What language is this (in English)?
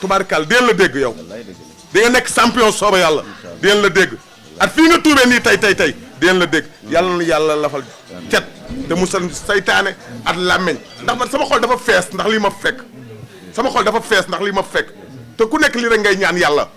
Wolof